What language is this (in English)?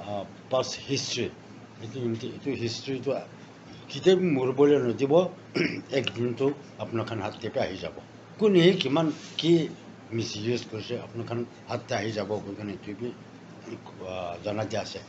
Naga Pidgin